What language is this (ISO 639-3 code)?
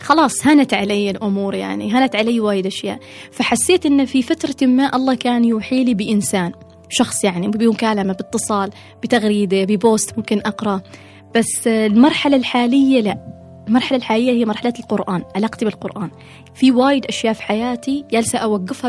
afb